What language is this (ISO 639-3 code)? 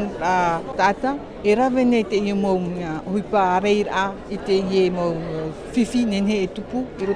tah